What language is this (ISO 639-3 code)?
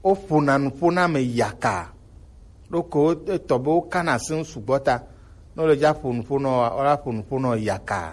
gej